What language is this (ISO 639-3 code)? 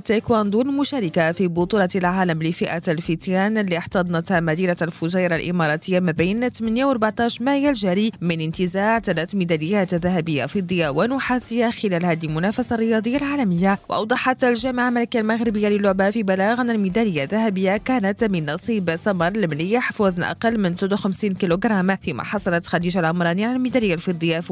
ary